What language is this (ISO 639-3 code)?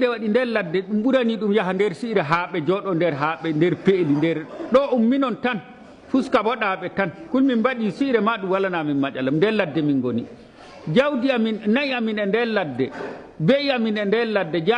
ful